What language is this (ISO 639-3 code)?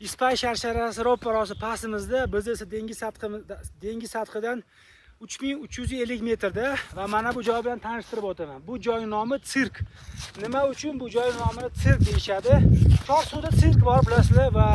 uzb